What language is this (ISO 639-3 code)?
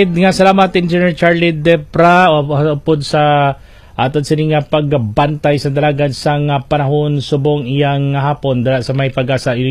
hil